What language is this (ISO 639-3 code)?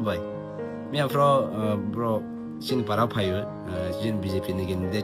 trp